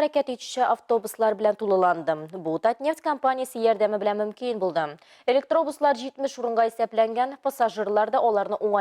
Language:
Tatar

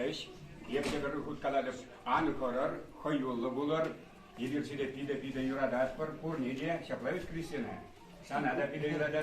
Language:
Chuvash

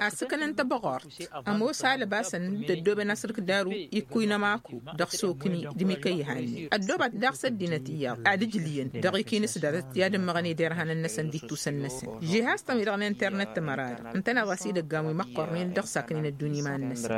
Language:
Tamasheq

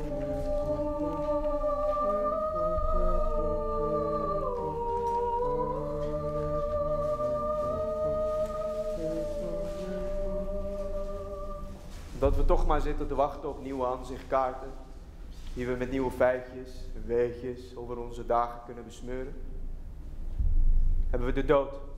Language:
Dutch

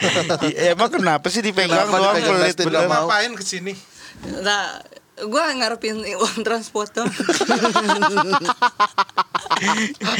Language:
Indonesian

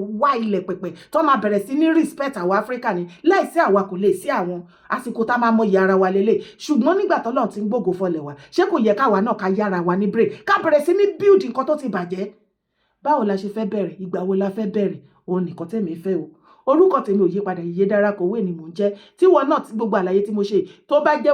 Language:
Yoruba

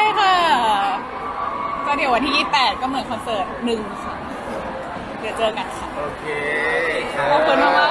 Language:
Thai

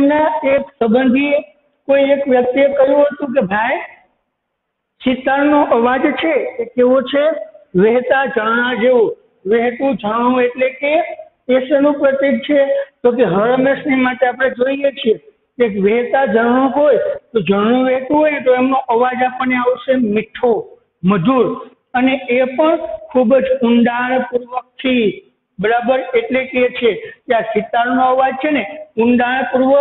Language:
Gujarati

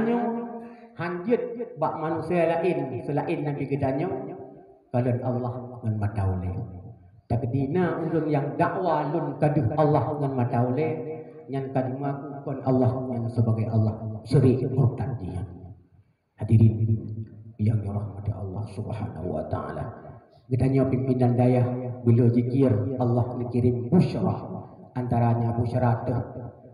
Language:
Achinese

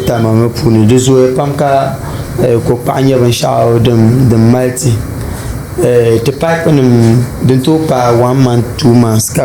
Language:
Dagbani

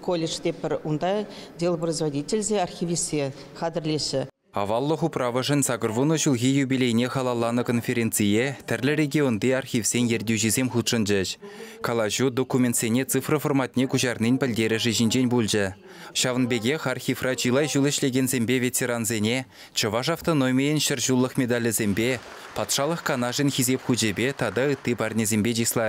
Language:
Chuvash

